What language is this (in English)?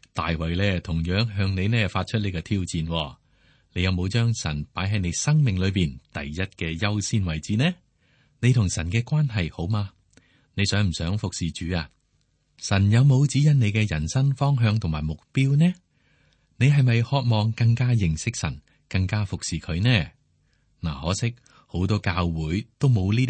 Cantonese